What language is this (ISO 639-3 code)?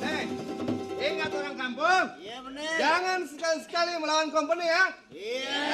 bew